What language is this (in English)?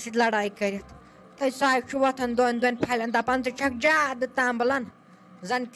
Kashmiri